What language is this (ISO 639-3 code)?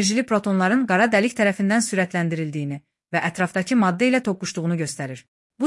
aze